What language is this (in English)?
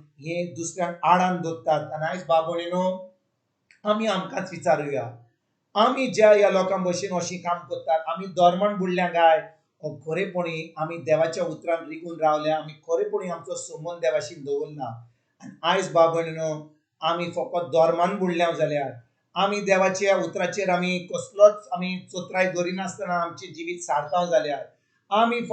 Konkani